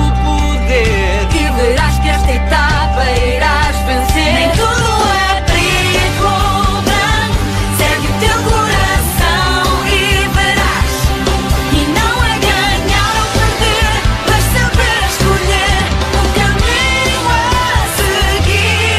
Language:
Portuguese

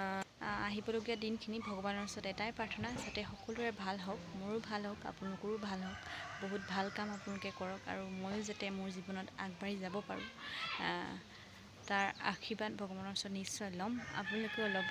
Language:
Assamese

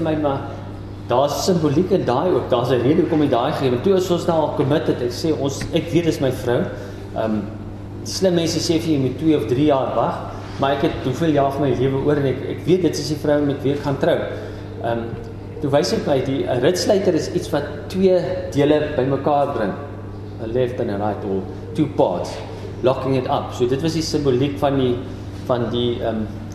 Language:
Afrikaans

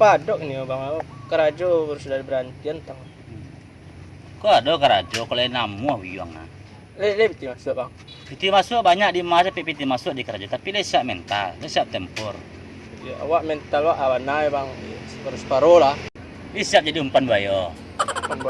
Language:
Minangkabau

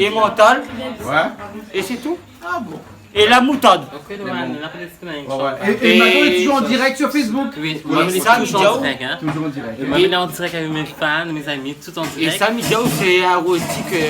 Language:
Réunion Creole French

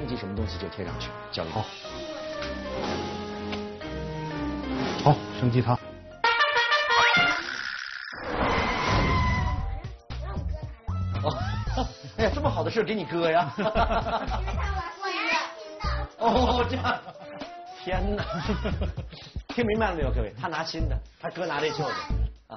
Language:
Chinese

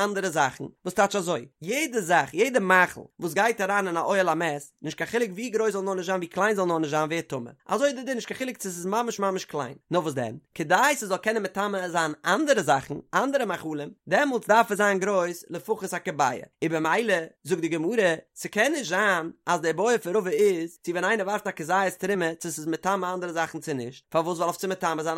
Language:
Yiddish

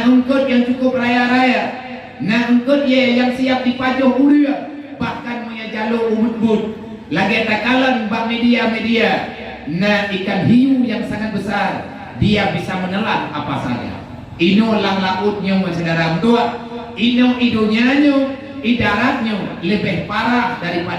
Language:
Achinese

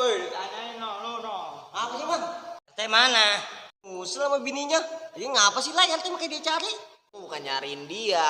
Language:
Betawi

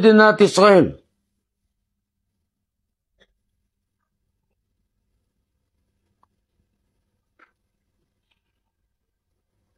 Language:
Hebrew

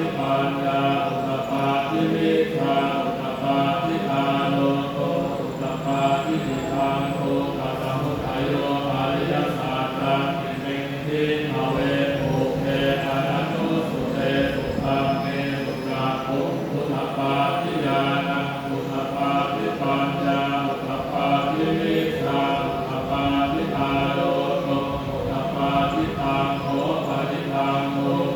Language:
Pali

